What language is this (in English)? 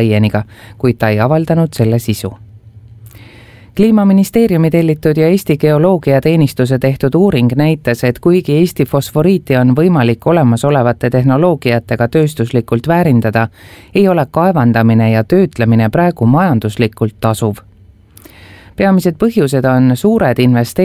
Estonian